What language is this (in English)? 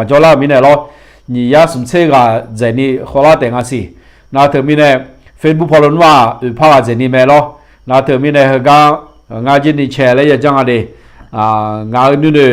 Akha